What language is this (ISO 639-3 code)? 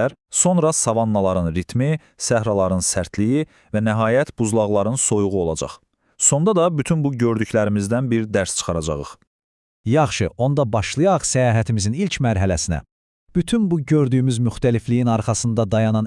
aze